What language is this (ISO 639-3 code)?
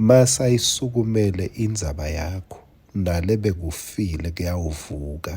ssw